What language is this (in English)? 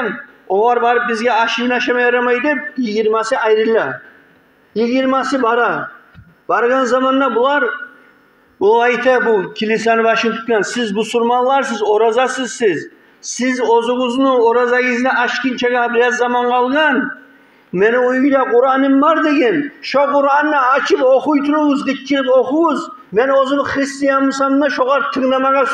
Kumyk